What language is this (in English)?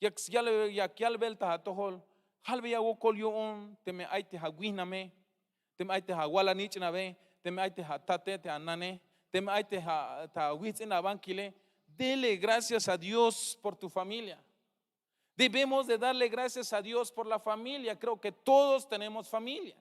Tzeltal